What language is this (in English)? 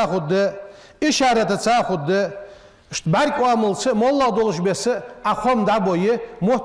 Ingush